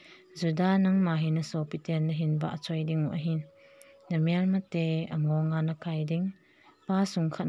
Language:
Thado Chin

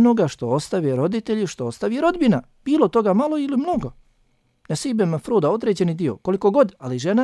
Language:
Bosnian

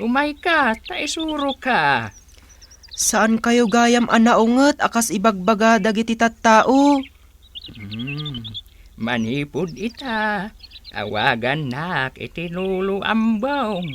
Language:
Iloko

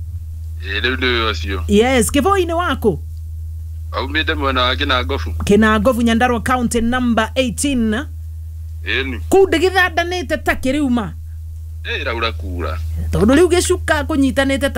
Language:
Kikuyu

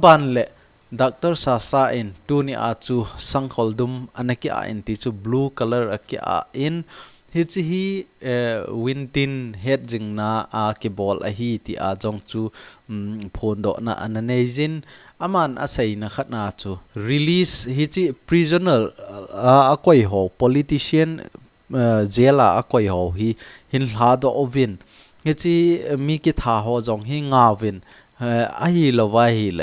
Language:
Thado Chin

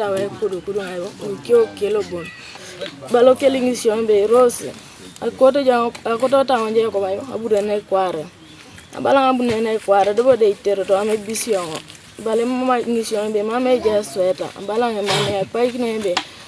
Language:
Teso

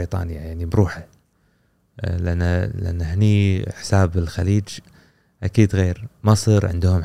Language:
Gulf Arabic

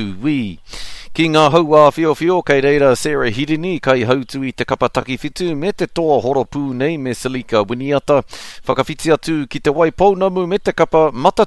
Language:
Māori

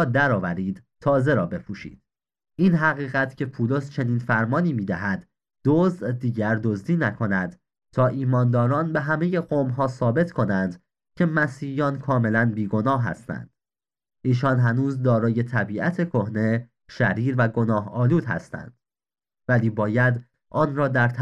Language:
Persian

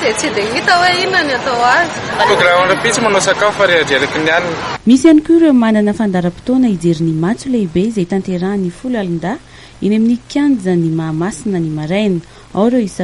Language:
Malagasy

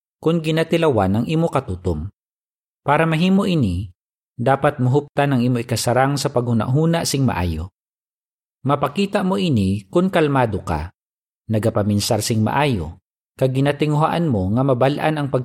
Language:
Hiligaynon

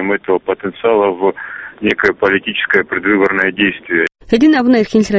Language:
Avaric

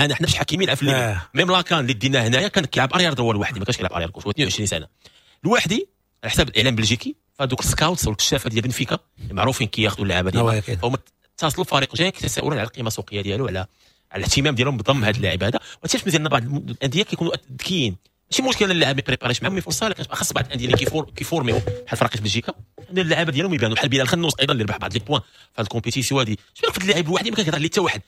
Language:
Moroccan Arabic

